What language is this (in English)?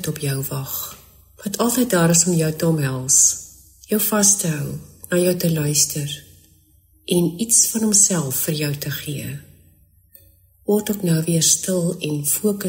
Afrikaans